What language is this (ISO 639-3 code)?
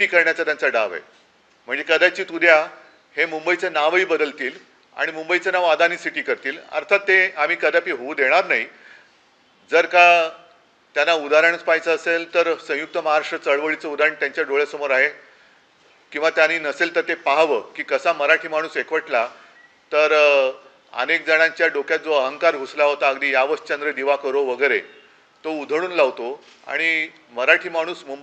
mar